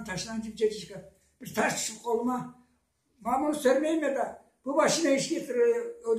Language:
Karachay-Balkar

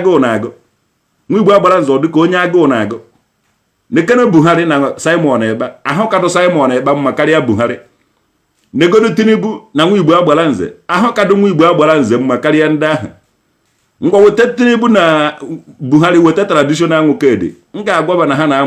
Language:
Igbo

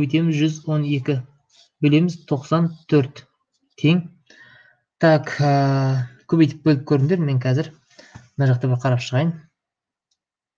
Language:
Kazakh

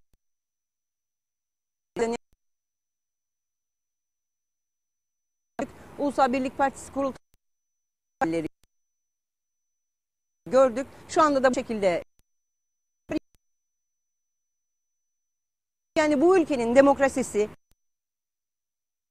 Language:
Turkish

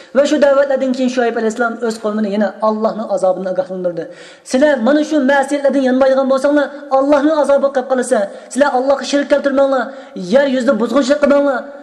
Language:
Uyghur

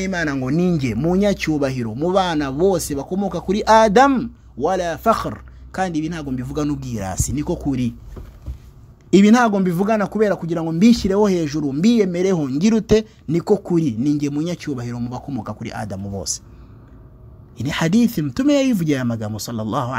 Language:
Kinyarwanda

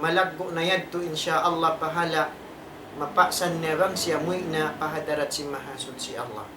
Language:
Tausug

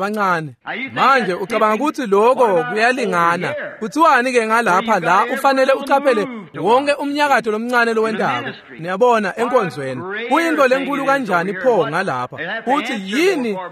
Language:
Swati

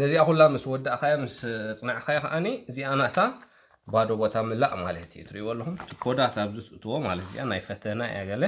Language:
Tigrinya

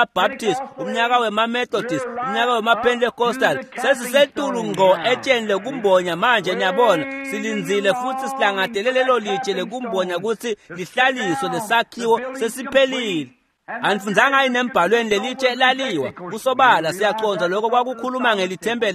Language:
Swati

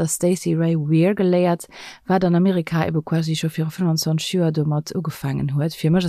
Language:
Luxembourgish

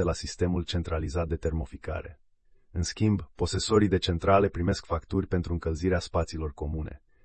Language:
Romanian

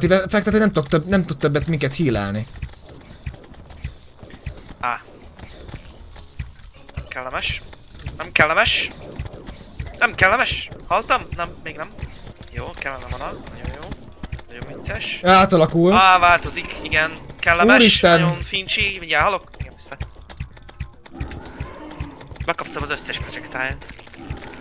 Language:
Hungarian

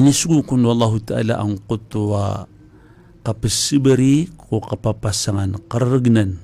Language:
Maranao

